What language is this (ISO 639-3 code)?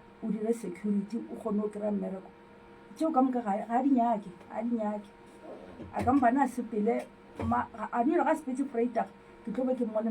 nso